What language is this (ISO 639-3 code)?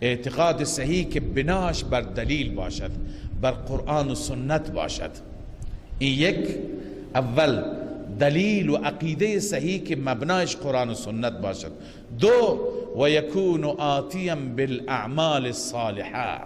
fas